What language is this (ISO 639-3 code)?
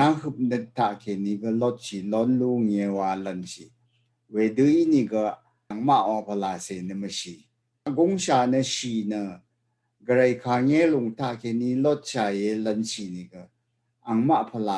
raw